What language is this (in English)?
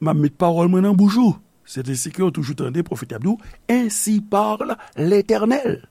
Haitian Creole